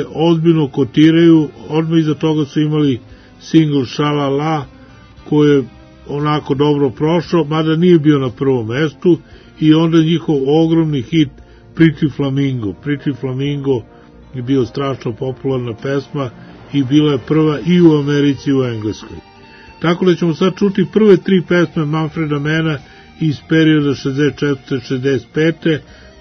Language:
Serbian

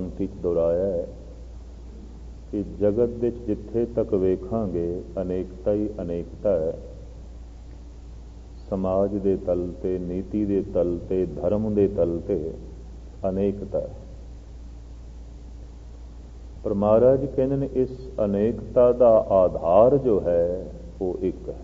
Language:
Punjabi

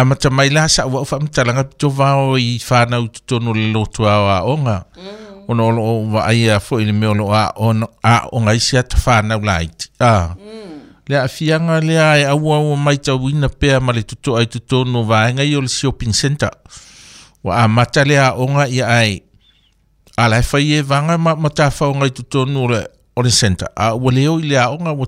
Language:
Samoan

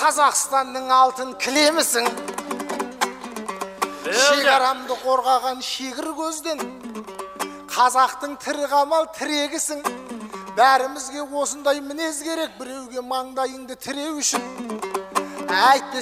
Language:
Kazakh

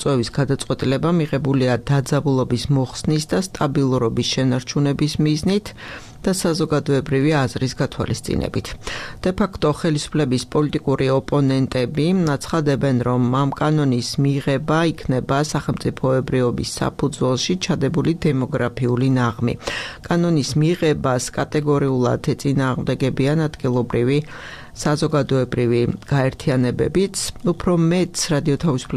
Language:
Georgian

